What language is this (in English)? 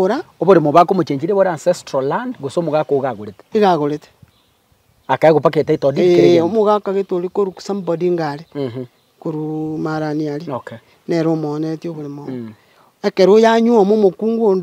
Gusii